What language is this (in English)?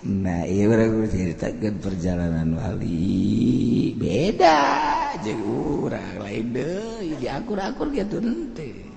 Sundanese